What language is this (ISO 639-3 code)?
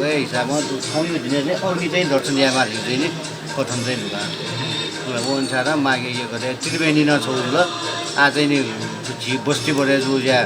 new